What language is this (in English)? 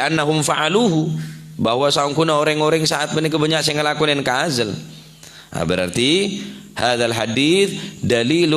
Madurese